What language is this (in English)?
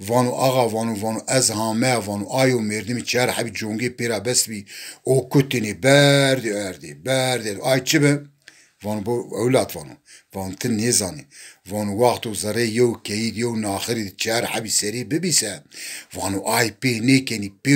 Zaza